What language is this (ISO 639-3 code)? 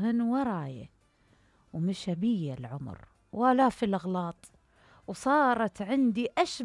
acm